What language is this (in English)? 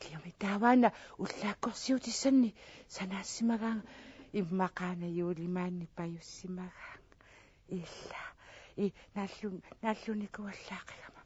Kalaallisut